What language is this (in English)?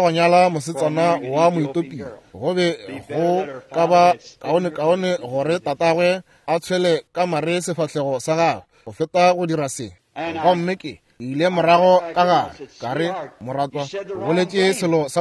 Northern Sotho